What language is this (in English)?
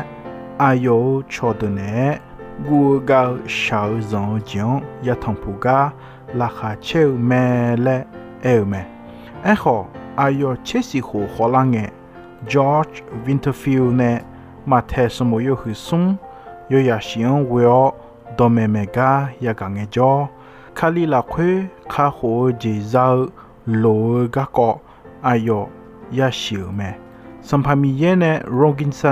Akha